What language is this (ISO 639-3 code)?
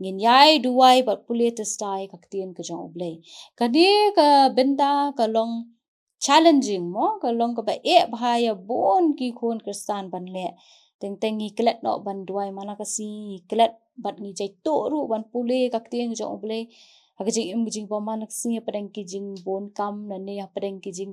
kha